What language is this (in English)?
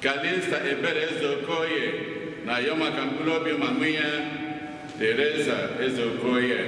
Igbo